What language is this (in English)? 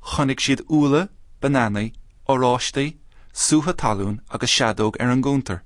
Irish